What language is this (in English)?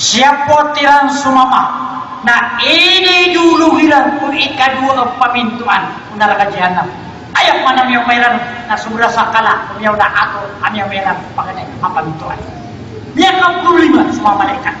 Maranao